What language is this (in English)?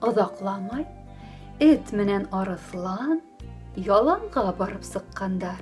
Bashkir